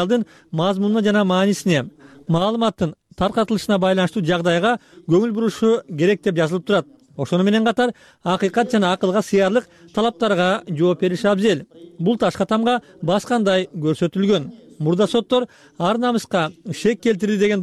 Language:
Kyrgyz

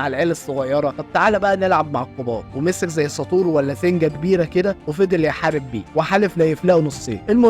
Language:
Egyptian Arabic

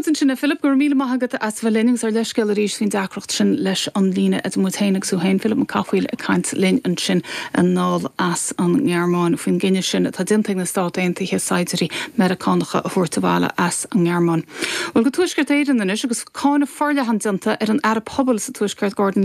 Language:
Irish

